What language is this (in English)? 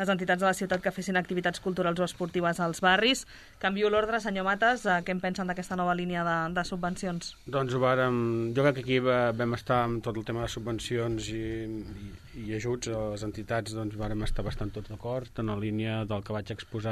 Catalan